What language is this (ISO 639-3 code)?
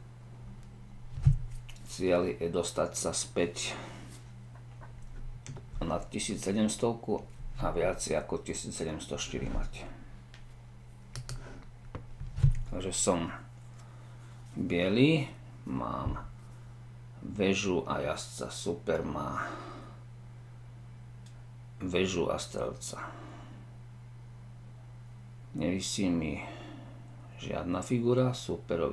slk